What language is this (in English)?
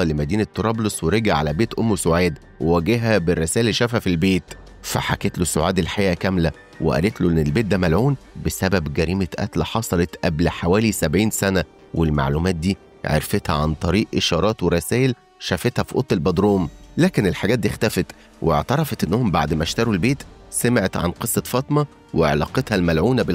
Egyptian Arabic